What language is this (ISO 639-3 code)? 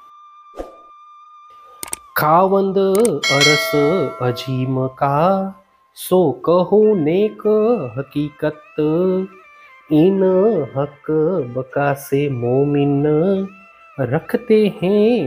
hin